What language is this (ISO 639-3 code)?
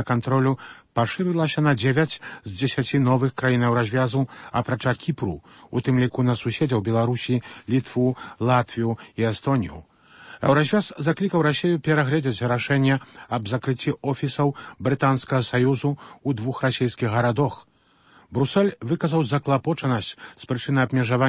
bel